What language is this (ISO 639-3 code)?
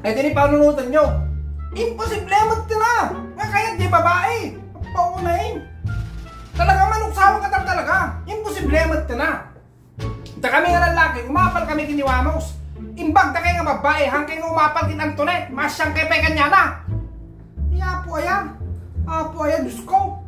ilo